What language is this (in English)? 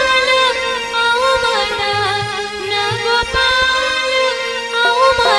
Chhattisgarhi